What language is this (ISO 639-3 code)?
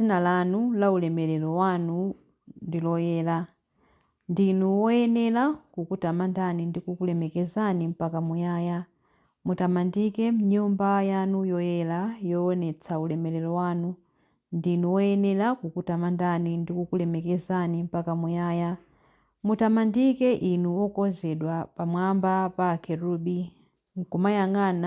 nya